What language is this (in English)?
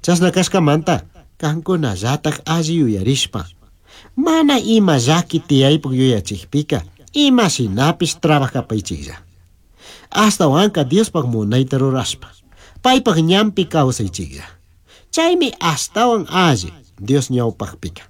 Chimborazo Highland Quichua